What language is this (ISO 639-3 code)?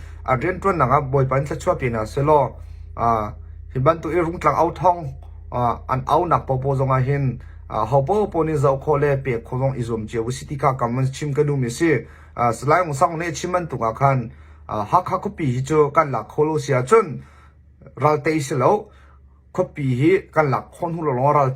cnh